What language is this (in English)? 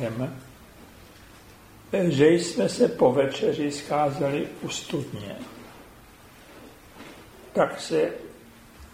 Czech